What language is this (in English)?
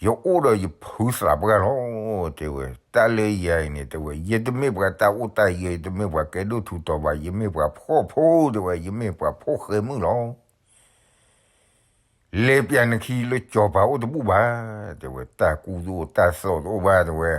S'gaw Karen